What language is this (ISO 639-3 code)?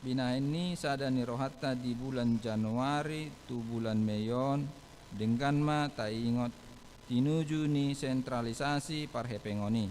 bbc